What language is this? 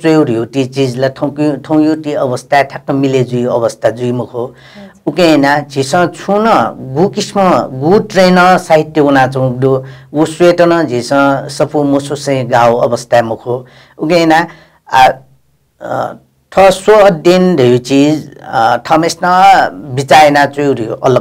Newari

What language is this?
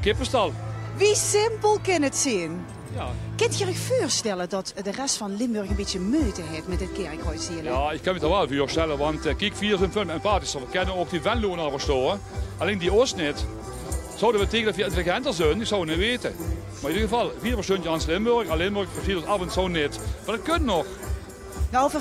Limburgish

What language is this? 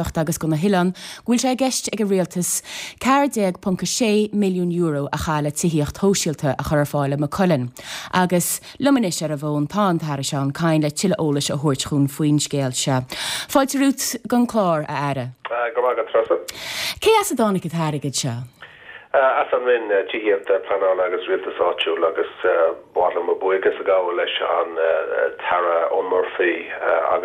Irish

